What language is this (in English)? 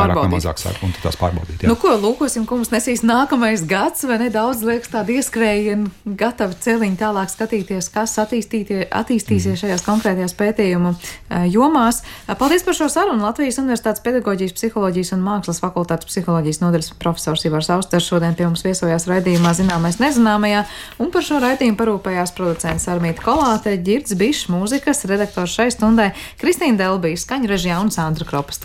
Latvian